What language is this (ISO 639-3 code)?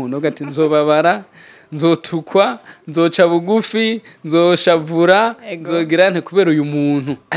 run